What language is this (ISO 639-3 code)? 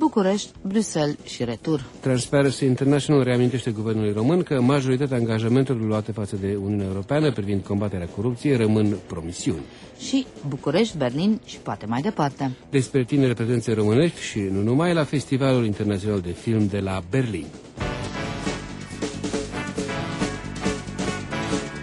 ron